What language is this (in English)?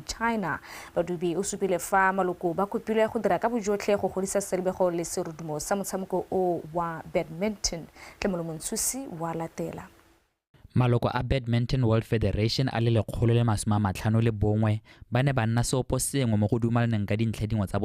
Tswana